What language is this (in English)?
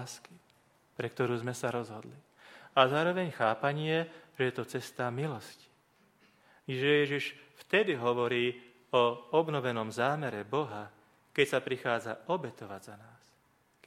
Slovak